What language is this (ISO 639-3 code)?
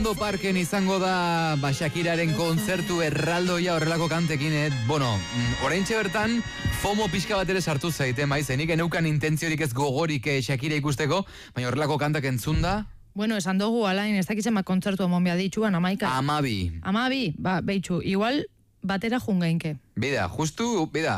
eus